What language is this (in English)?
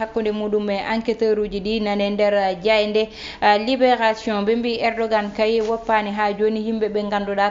Fula